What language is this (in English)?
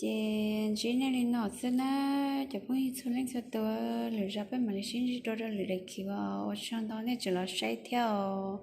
Hmong